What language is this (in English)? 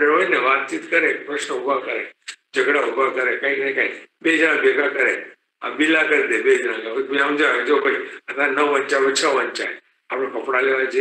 Gujarati